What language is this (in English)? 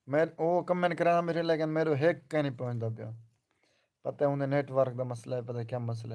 Saraiki